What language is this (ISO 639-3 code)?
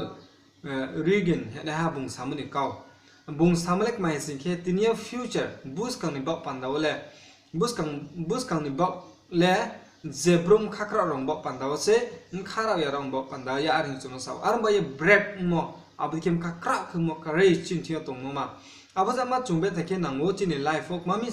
ria